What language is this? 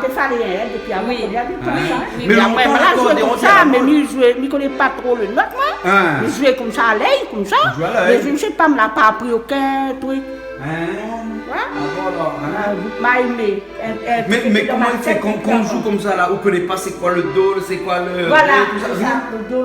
Réunion Creole French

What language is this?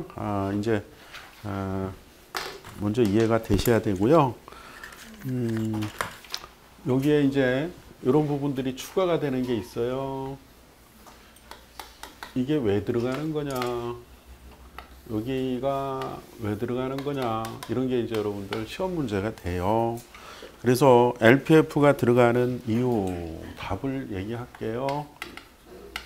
Korean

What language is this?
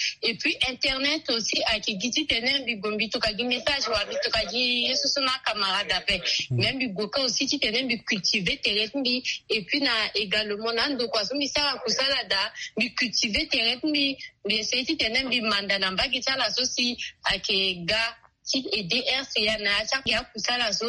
Sango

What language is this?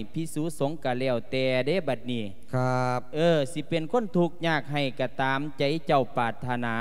Lao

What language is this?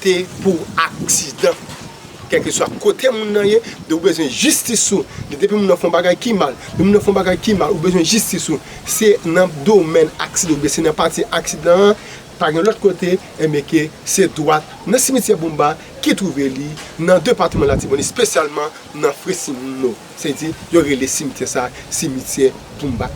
Haitian Creole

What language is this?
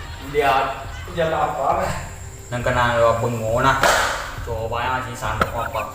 Buginese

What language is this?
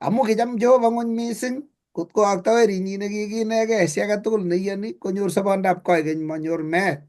Kalenjin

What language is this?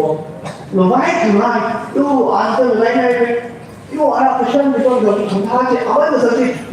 Tangkhul Naga (India)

